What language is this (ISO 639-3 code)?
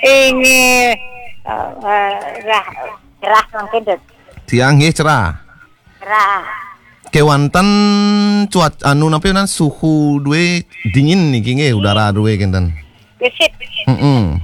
ban